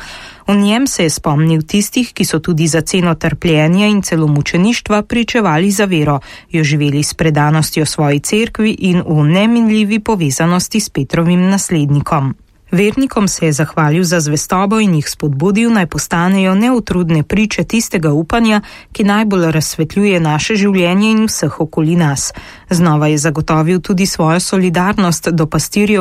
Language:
Slovenian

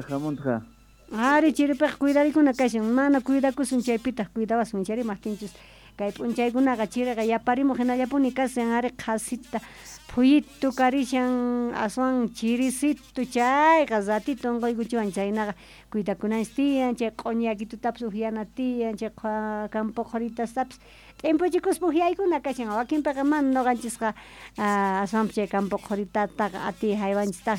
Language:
South Bolivian Quechua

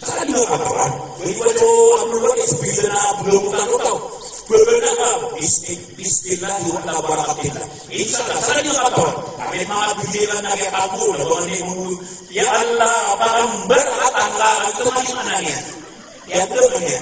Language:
Maranao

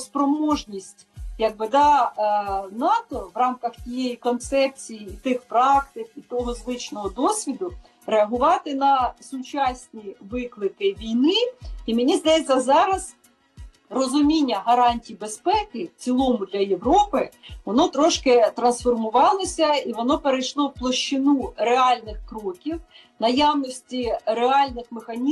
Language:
Ukrainian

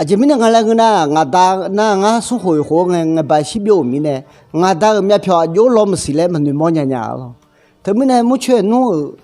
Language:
Akha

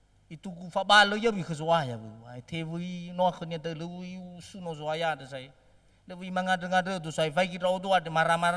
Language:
Nias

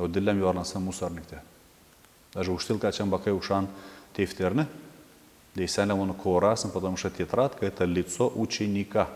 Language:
Gagauz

